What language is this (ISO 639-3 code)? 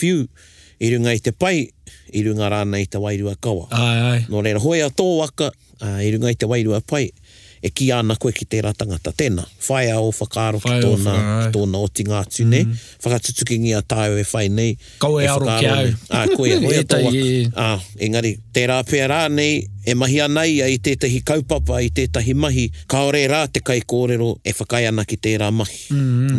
mri